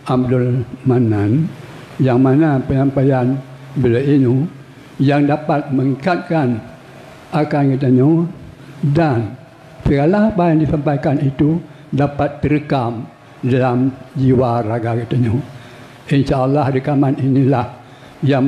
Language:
Achinese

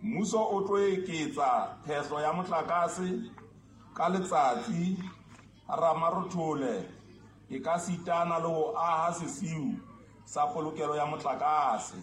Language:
Southern Sotho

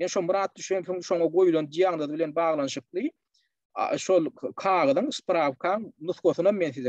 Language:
Turkmen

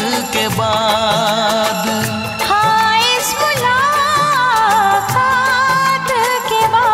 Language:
Hindi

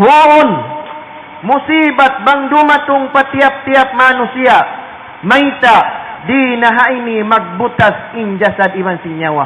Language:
Tausug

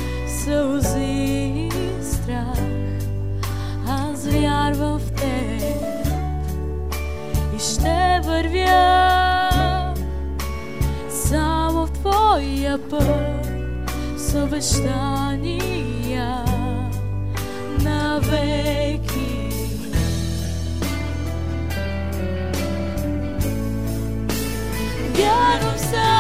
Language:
Bulgarian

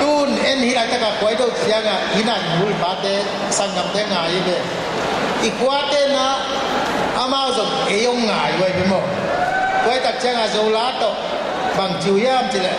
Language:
Tedim Chin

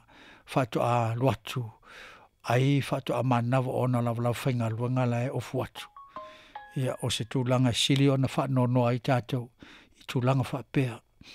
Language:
Samoan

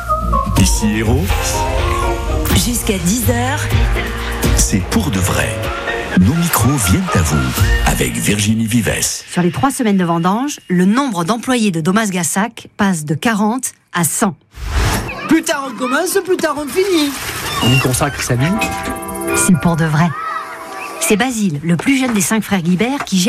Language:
French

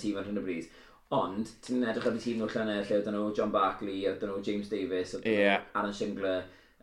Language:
Welsh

